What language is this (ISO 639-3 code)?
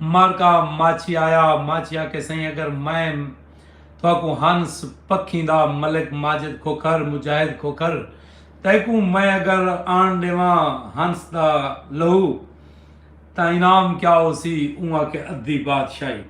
skr